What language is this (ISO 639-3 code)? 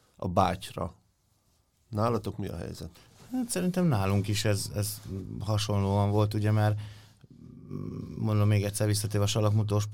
hun